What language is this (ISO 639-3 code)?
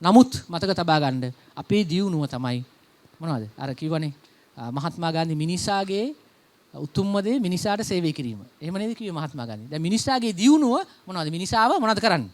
sin